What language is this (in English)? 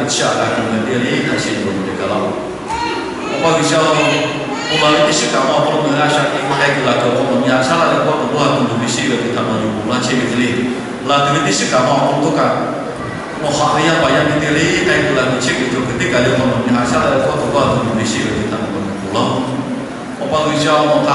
Lahu